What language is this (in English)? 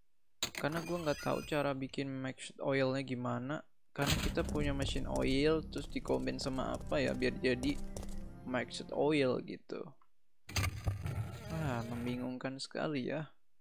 Indonesian